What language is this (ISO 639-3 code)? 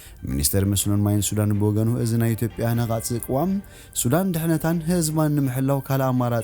tir